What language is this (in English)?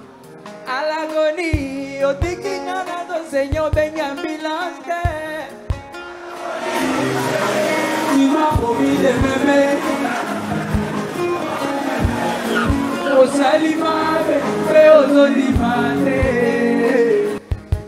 French